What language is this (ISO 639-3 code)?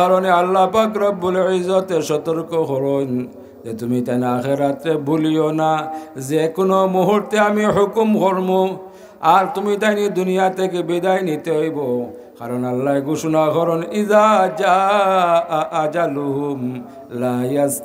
syl